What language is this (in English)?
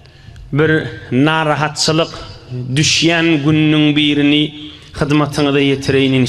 Turkmen